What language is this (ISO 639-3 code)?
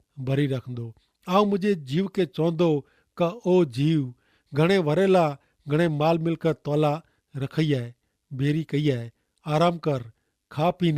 kfr